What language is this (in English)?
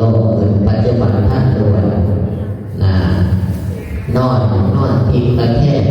Lao